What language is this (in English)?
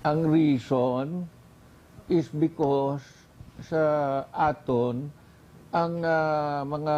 Hiligaynon